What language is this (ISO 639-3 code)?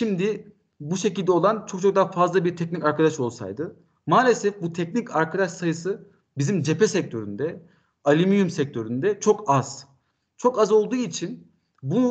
tur